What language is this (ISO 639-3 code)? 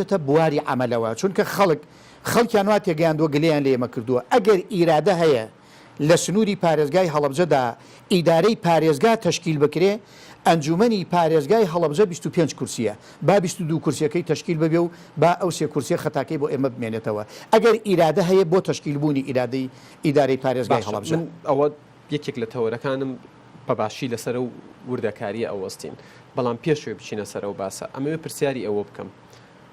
ckb